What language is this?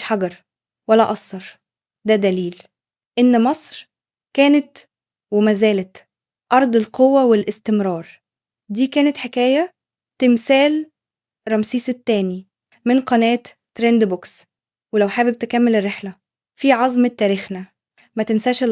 Egyptian Arabic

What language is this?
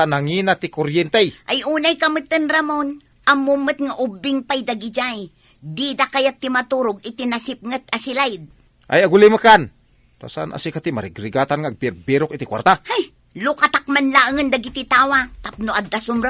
Iloko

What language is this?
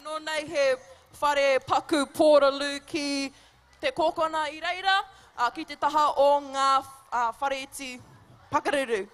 Māori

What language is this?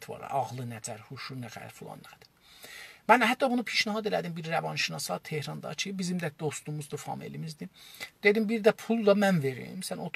South Azerbaijani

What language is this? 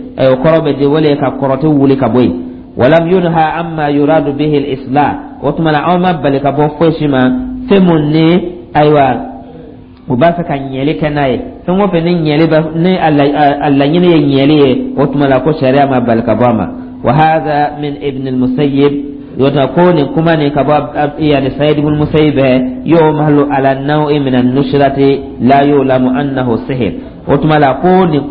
Dyula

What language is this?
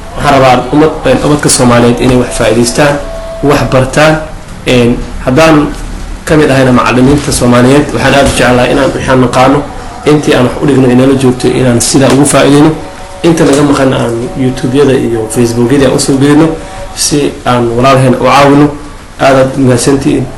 Somali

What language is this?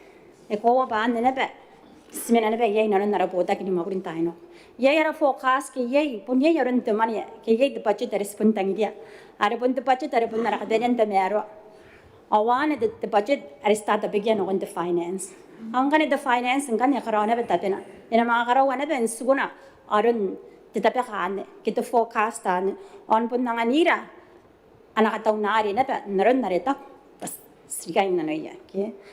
Gilbertese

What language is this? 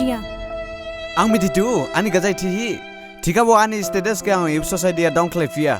Dimasa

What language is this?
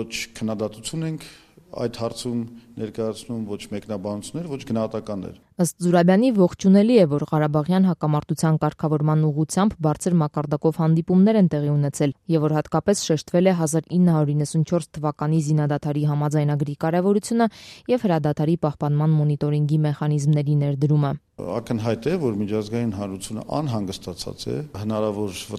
Armenian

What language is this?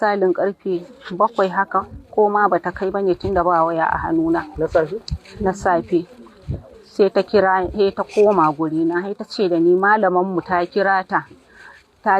Hausa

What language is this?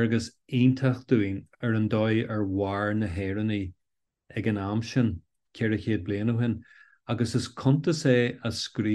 Irish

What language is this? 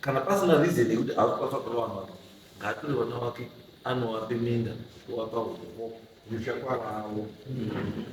Shona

